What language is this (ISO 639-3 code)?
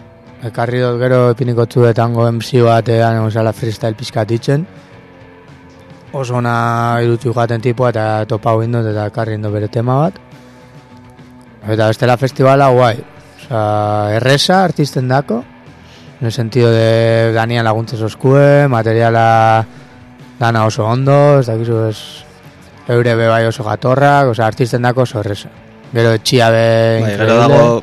eus